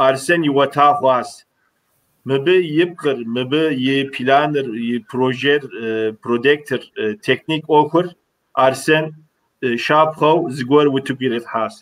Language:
Kabardian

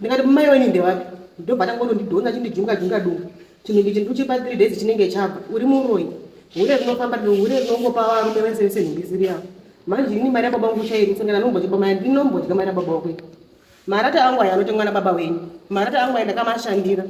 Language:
Shona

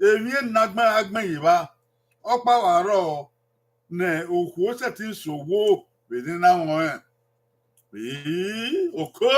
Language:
Bini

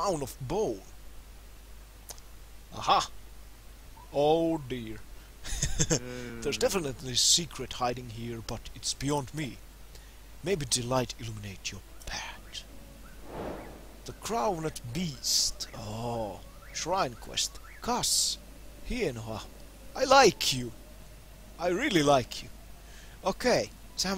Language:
Finnish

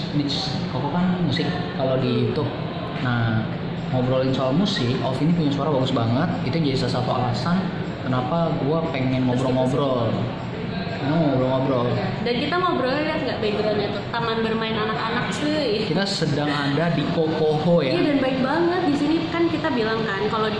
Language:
Indonesian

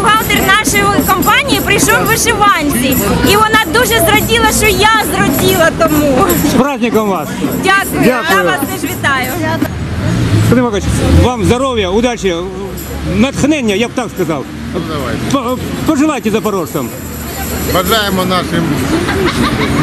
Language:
Ukrainian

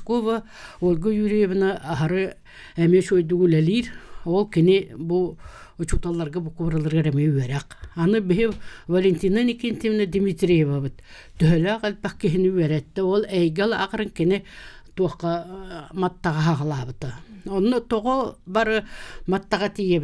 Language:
Yakut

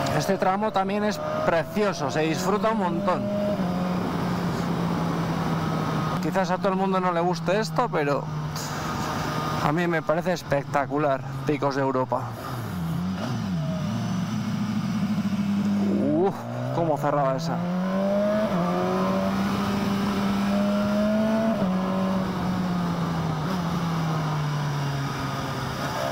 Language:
Spanish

